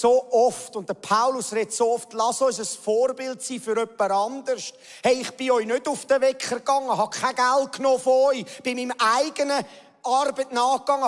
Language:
Swiss German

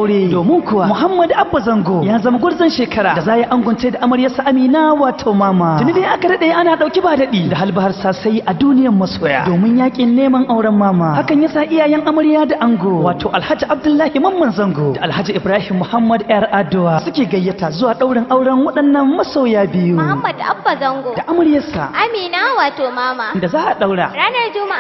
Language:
Hausa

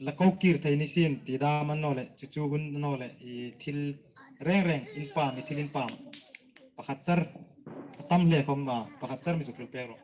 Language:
Hmar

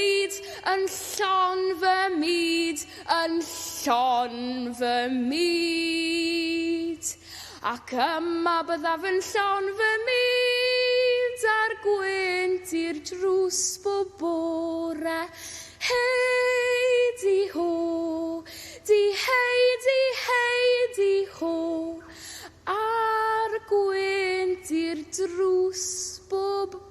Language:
Welsh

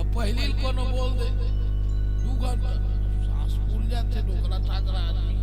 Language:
Chhattisgarhi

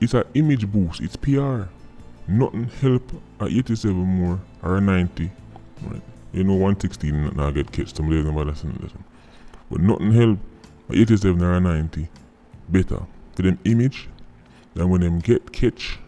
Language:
Jamaican Creole English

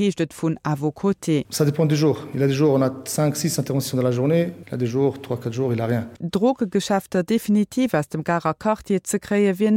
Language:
Luxembourgish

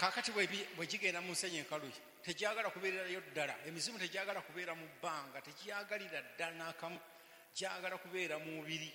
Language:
Ganda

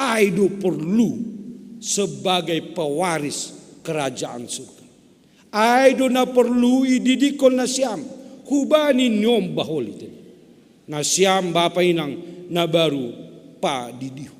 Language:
Batak Simalungun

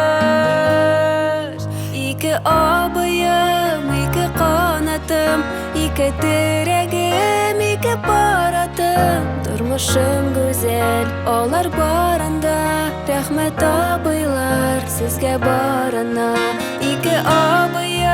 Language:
Tatar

